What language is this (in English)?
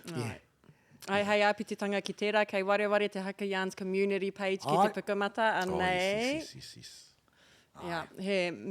Māori